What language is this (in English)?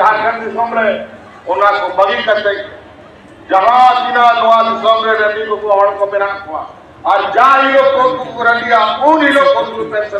Santali